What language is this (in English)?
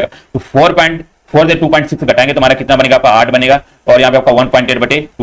Hindi